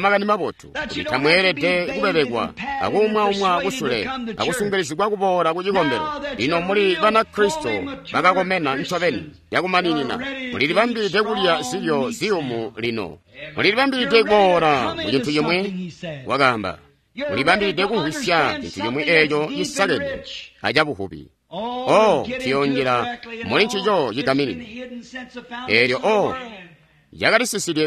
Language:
Tonga (Zambia)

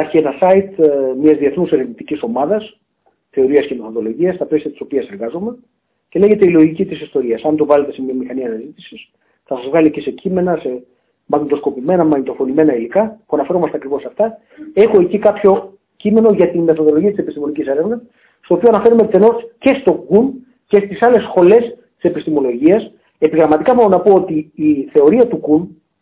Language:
Greek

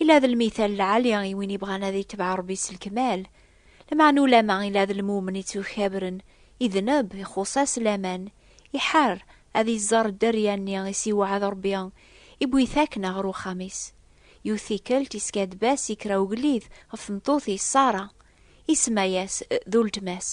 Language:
Kabyle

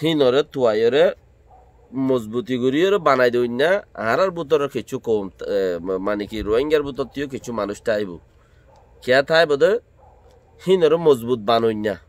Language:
Rohingya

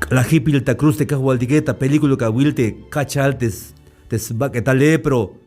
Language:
Tzeltal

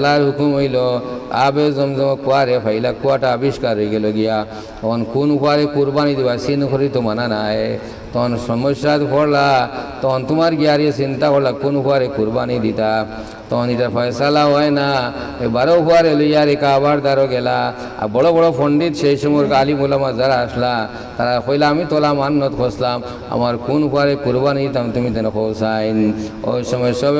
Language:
Sylheti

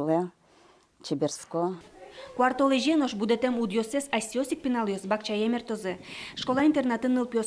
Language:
Udmurt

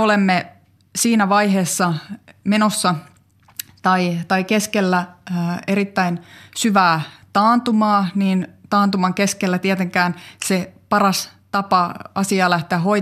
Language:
Finnish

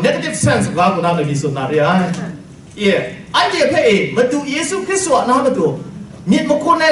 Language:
Kachin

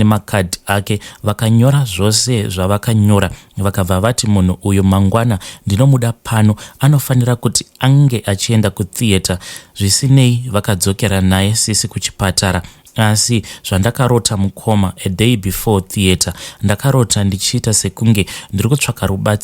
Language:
Shona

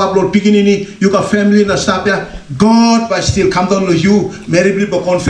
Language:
Tok Pisin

